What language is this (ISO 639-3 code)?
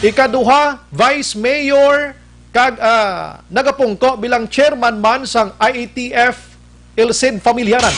hil